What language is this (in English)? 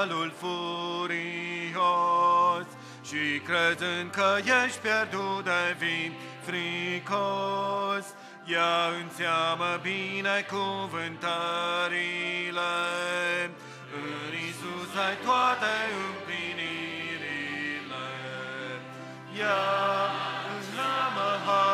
Romanian